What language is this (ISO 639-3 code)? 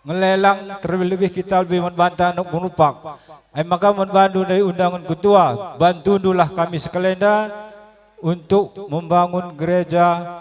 btx